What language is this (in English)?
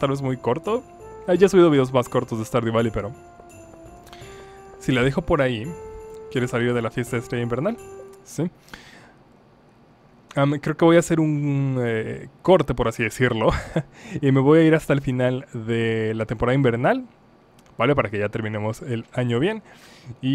Spanish